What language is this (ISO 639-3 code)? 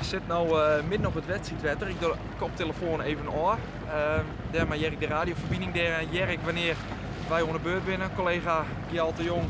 fry